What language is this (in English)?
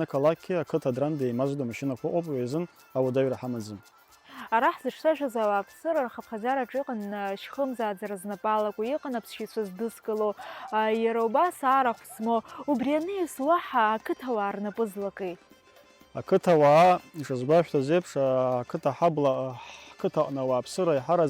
Abkhazian